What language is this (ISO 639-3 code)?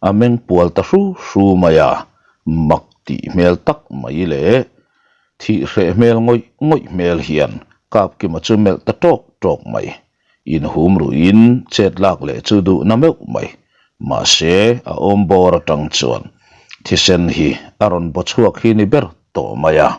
lus